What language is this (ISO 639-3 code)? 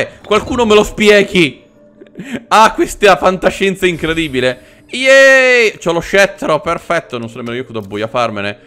ita